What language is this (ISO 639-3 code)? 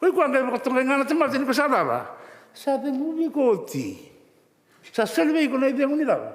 fij